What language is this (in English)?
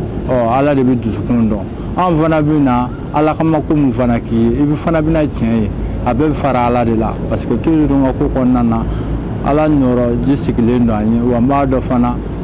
Bambara